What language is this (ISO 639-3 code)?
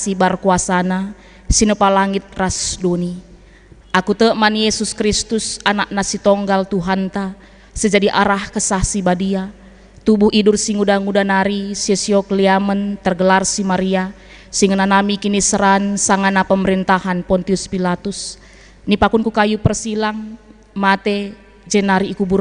btx